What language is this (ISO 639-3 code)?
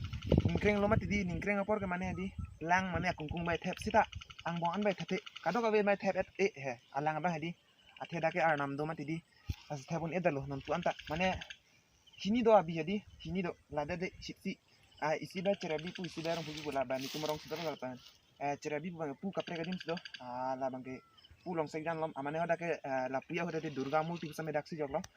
mjw